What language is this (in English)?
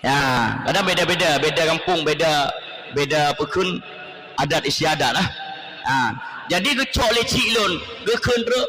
Achinese